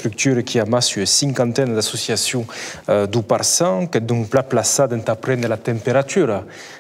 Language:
Occitan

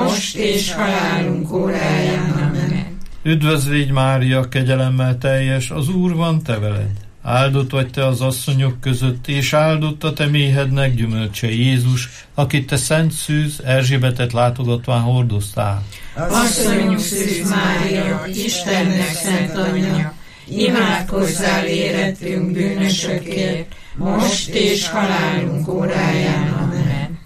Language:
Hungarian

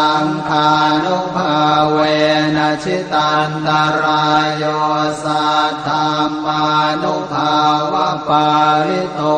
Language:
Pali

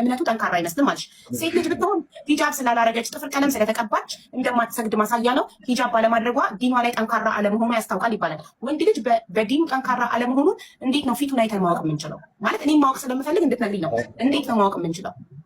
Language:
Amharic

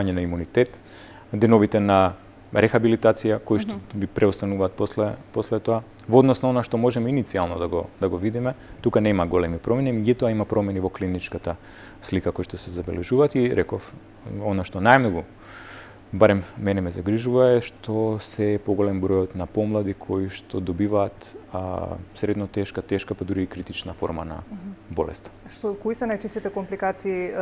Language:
Macedonian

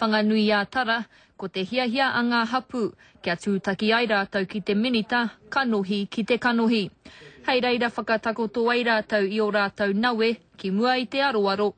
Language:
Māori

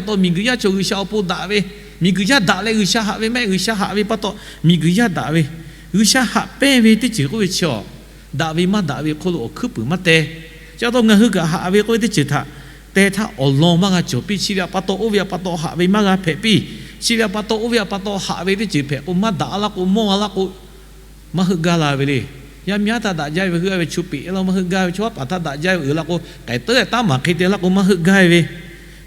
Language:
Lahu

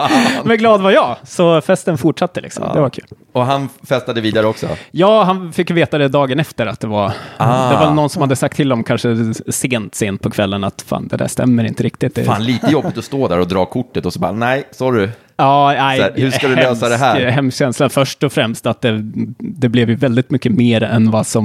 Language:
Swedish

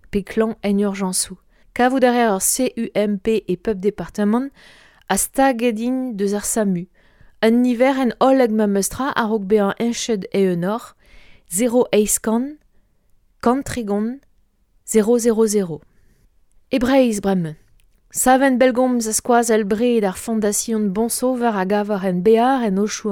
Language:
Breton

